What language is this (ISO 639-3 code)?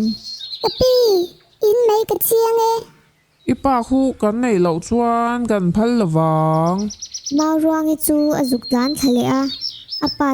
lus